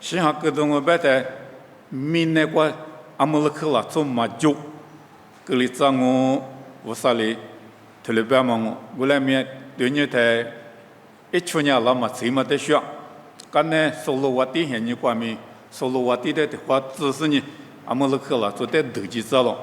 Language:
Lisu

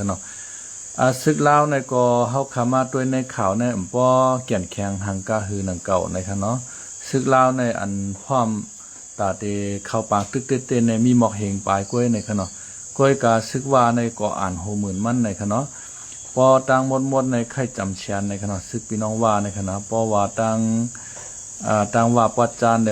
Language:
Shan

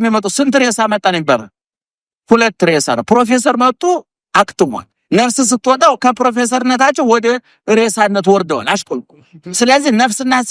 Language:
Amharic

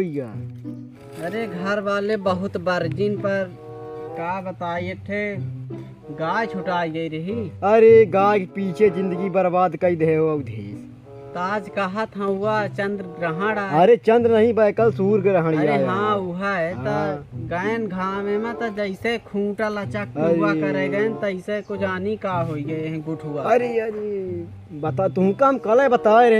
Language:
Awadhi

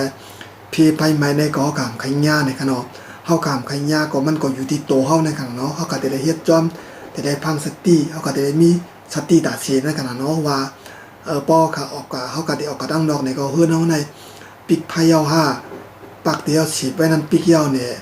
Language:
Shan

